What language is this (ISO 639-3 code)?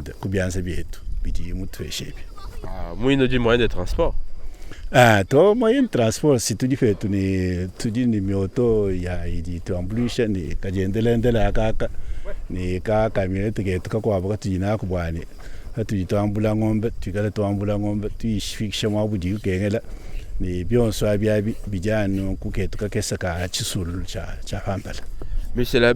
lua